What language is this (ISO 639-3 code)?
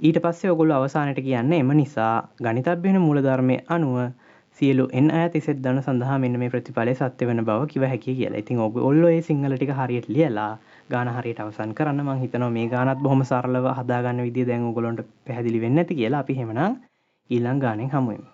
sin